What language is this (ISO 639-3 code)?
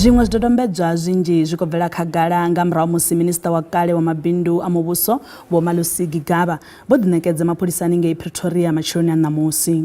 ven